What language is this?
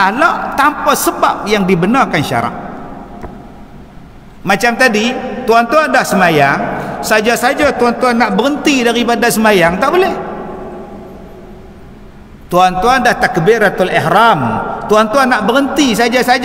Malay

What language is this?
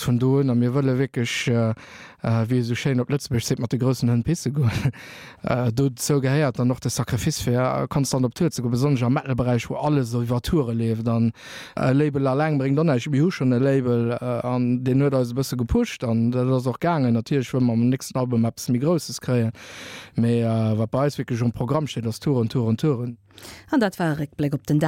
Luxembourgish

